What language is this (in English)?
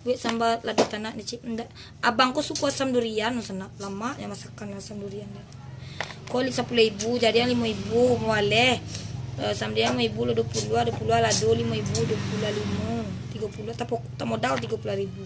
Minangkabau